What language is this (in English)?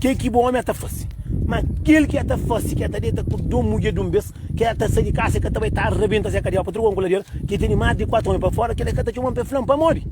Kabuverdianu